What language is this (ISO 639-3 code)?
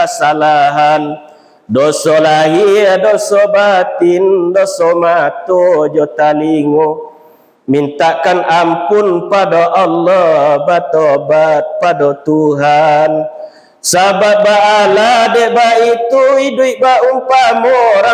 min